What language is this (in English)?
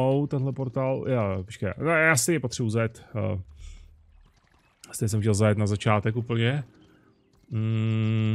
Czech